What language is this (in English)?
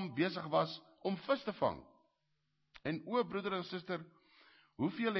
Afrikaans